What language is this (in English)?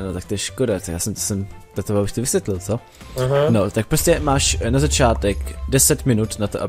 Czech